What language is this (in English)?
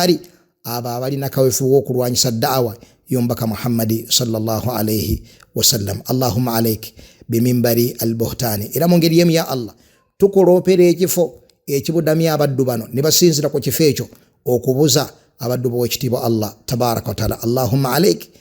Ganda